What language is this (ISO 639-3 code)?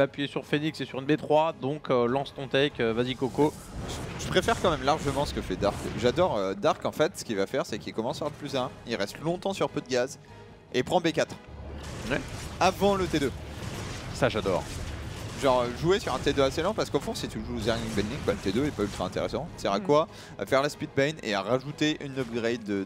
fra